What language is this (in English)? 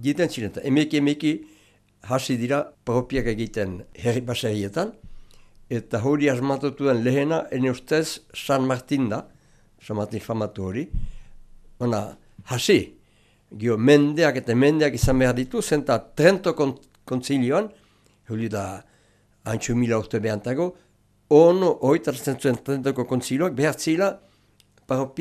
Basque